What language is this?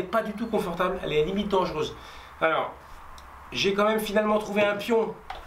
French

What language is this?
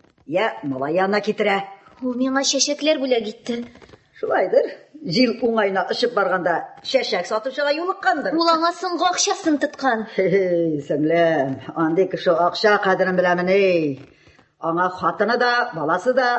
Tatar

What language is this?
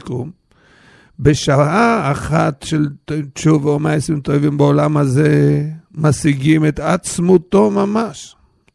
Hebrew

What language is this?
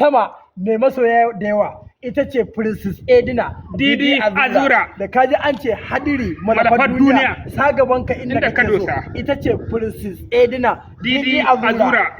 Hausa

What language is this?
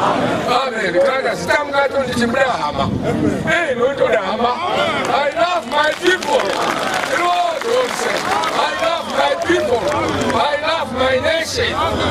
Shona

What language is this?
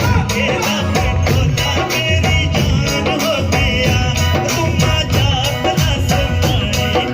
Pahari-Potwari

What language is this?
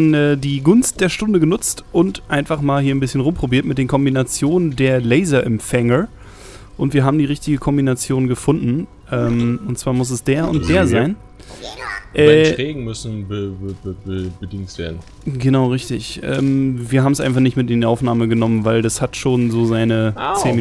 German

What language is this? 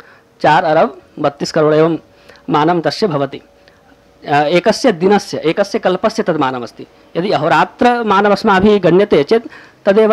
Sanskrit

